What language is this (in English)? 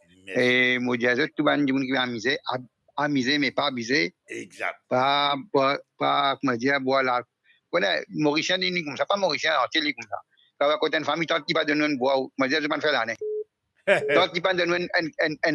Morisyen